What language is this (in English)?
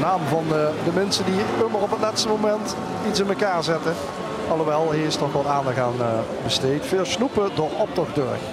Limburgish